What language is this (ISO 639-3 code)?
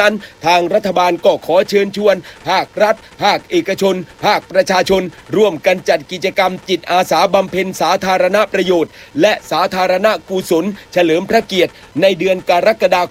tha